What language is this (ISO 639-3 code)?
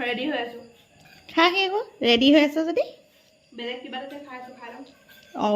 asm